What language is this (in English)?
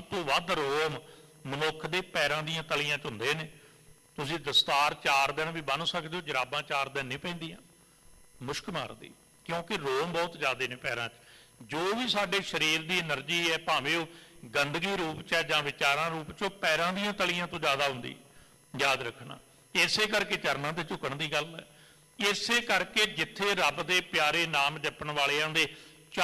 Punjabi